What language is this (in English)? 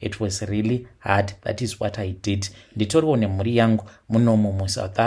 Shona